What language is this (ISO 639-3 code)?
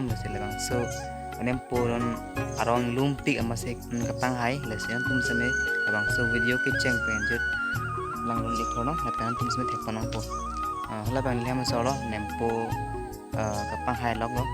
mjw